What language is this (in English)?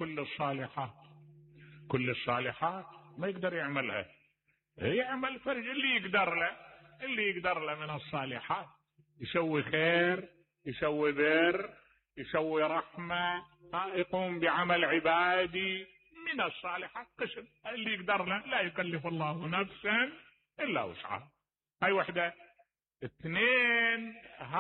Mesopotamian Arabic